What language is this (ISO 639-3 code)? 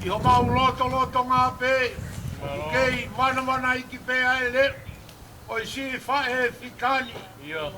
ton